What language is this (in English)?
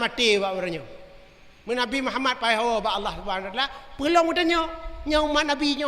Achinese